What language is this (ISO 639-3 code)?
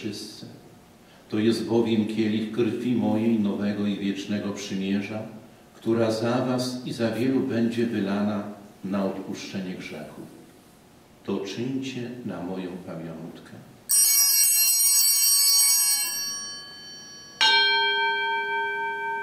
pol